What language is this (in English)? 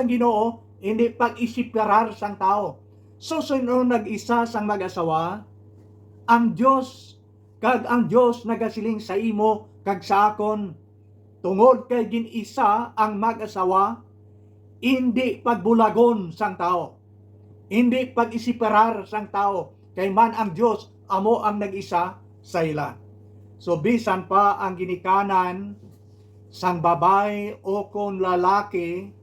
Hiligaynon